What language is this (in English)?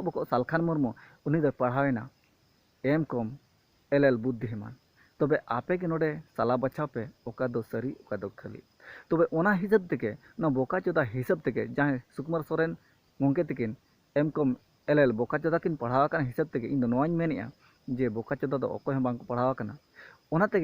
Santali